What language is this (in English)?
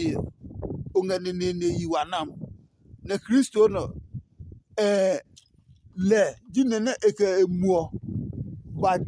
Adangme